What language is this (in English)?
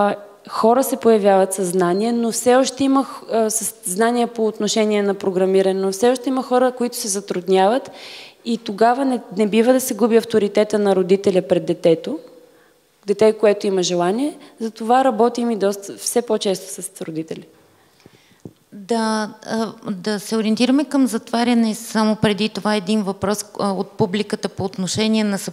Bulgarian